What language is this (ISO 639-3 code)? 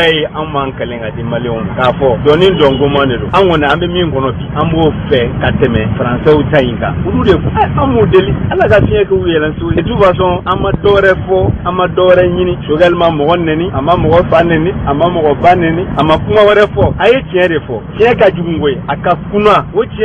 bam